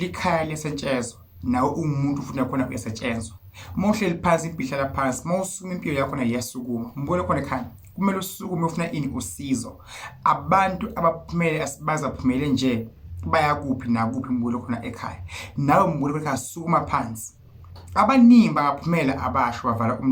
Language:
Zulu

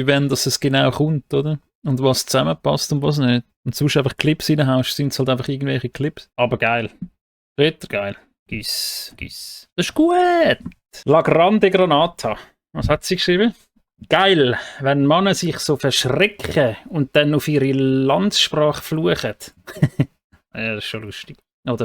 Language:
Swiss German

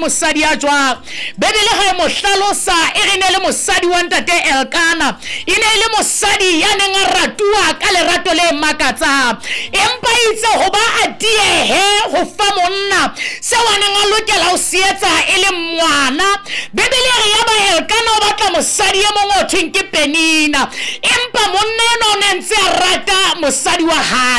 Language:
Southern Sotho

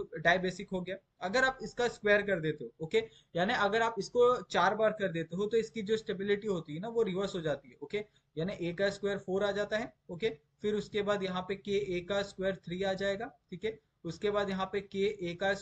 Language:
Hindi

